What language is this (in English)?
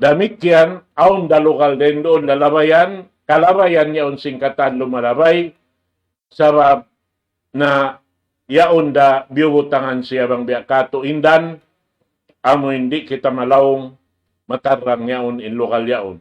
Tausug